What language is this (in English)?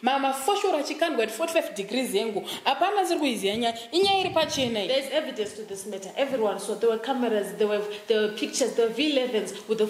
Shona